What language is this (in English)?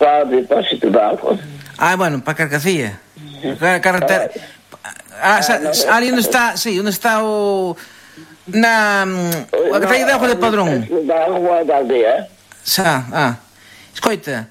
Galician